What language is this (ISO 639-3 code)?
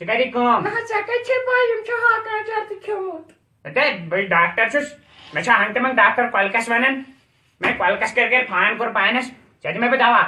kas